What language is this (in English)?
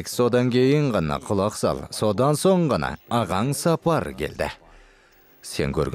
Kazakh